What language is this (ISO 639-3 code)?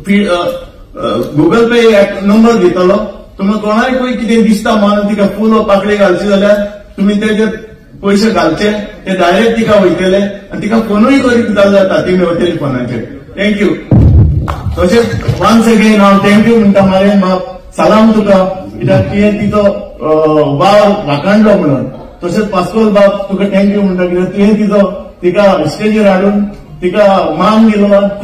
kok